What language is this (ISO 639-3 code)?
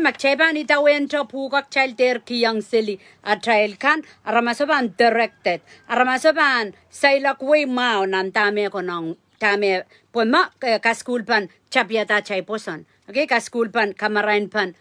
pon